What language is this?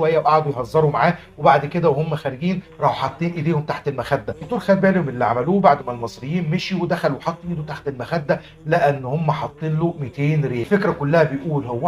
Egyptian Arabic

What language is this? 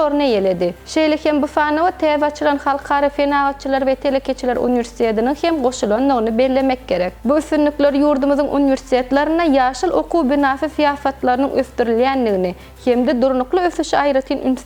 Turkmen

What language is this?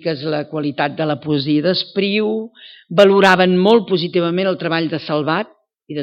Catalan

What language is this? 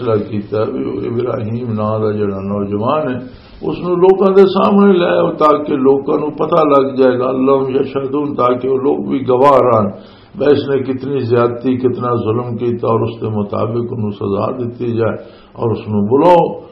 Western Panjabi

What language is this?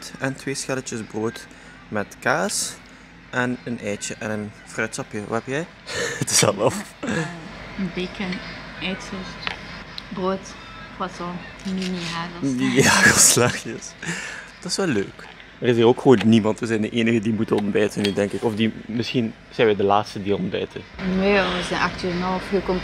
Dutch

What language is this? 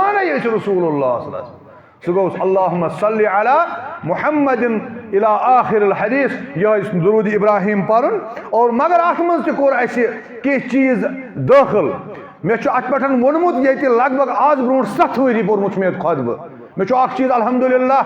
Kashmiri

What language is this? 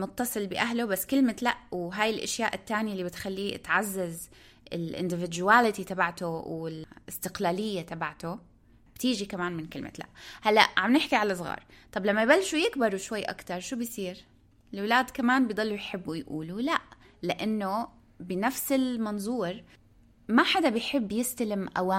North Levantine Arabic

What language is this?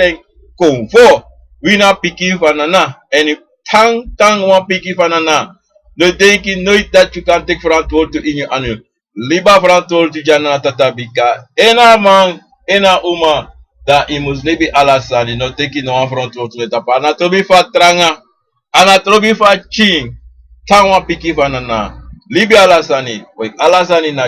Sranan Tongo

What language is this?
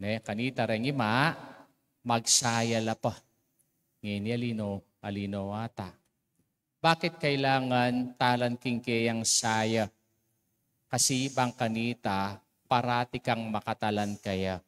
Pampanga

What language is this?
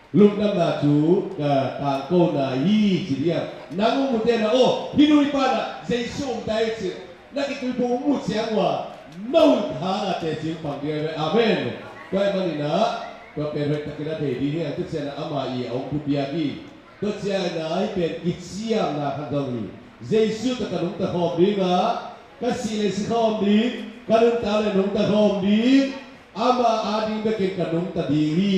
Tedim Chin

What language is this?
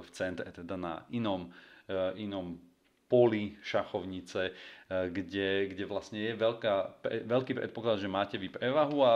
Slovak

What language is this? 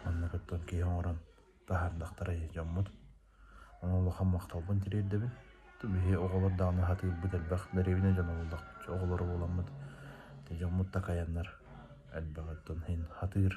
Yakut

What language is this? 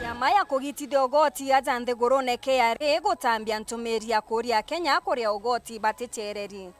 Meru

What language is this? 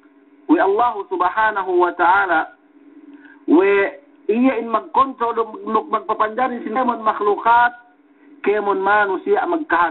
Yakan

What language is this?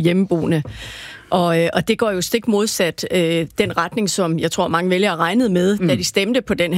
Danish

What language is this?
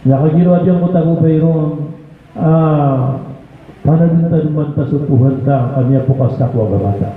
Maranao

